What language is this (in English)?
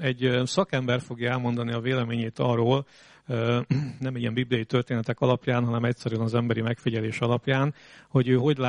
Hungarian